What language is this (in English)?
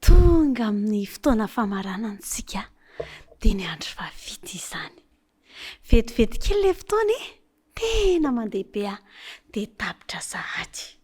Malagasy